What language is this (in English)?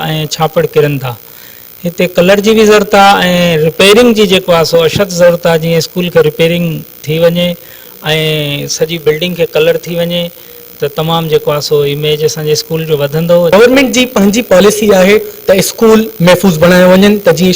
Sindhi